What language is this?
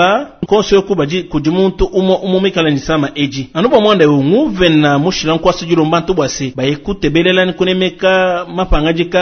Luba-Lulua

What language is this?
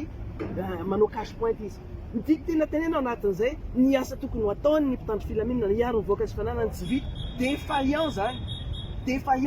Malagasy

